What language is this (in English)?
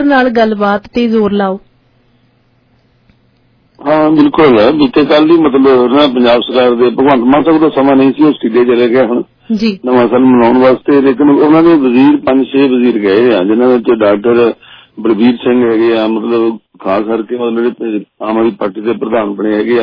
Punjabi